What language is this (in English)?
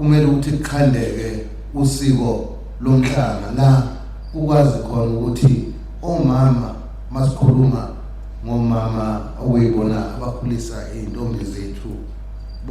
Zulu